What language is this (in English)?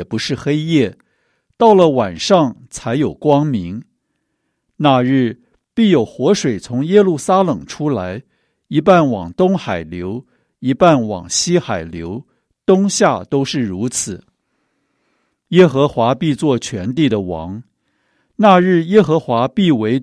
Chinese